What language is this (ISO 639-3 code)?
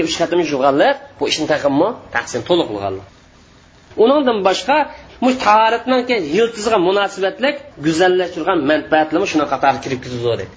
uig